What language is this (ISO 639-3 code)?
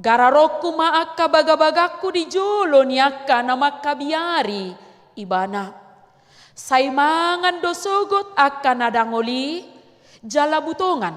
bbc